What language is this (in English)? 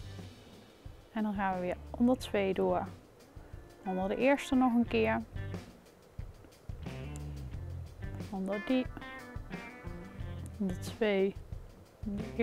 Dutch